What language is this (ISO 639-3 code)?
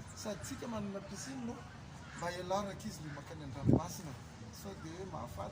mlg